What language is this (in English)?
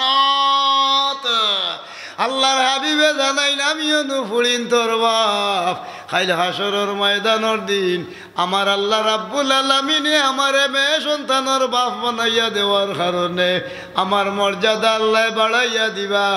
Sylheti